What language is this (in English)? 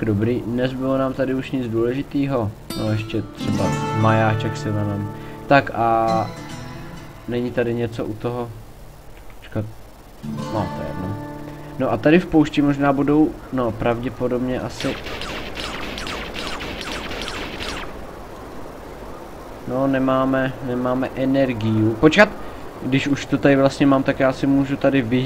Czech